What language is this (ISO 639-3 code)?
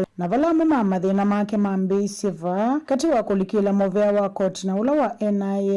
kam